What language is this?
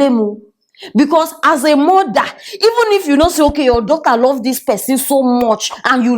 Nigerian Pidgin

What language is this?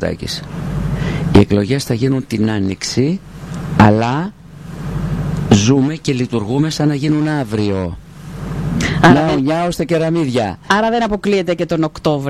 Greek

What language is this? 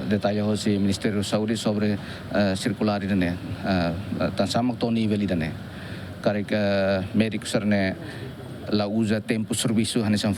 Tetum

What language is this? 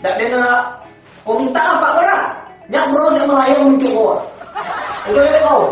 Minangkabau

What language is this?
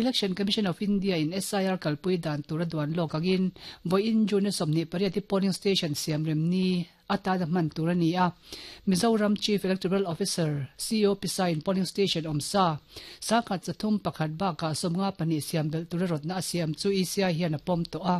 Mizo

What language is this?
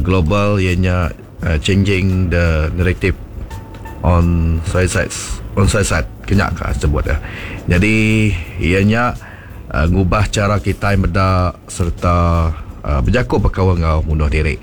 Iban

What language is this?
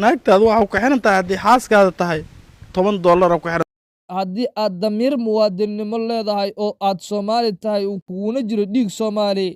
Somali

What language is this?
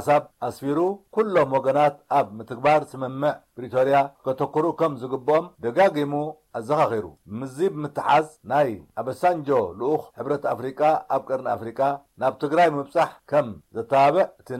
Tigrinya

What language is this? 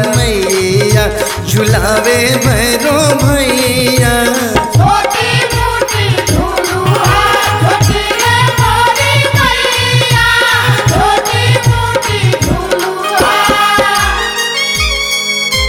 Bhojpuri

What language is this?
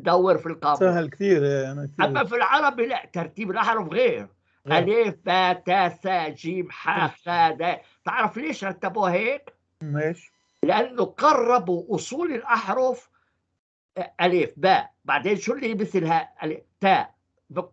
North Levantine Arabic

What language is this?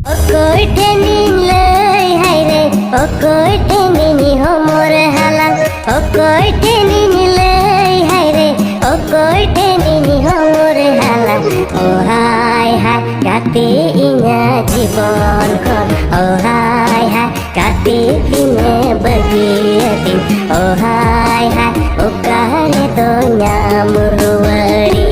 Santali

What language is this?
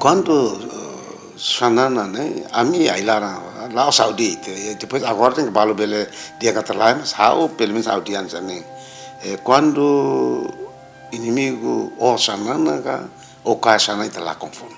Tetum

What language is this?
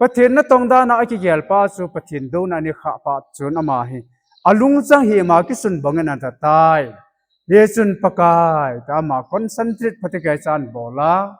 Thado Chin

